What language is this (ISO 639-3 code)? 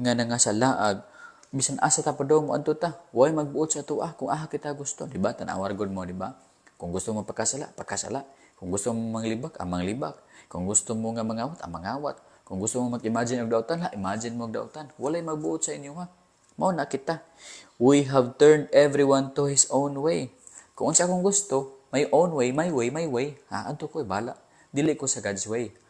ceb